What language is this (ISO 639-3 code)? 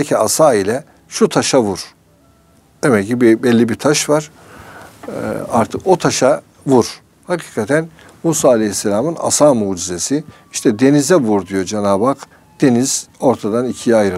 tur